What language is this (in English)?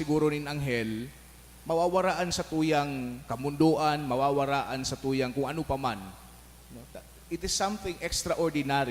Bikol